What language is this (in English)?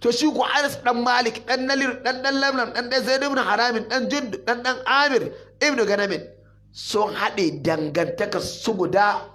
Hausa